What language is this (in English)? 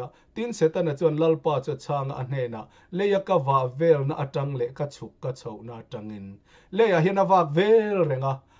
Mizo